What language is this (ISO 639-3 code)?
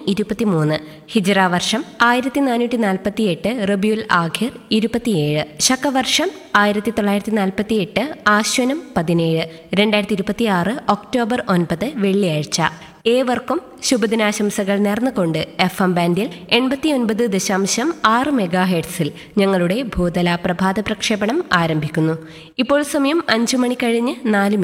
mal